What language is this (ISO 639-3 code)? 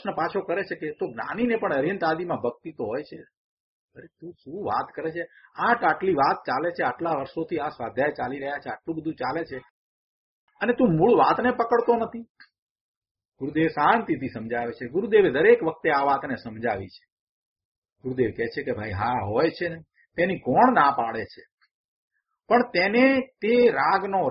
guj